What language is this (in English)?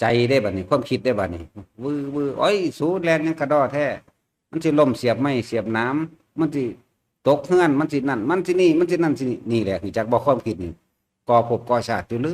Northeastern Thai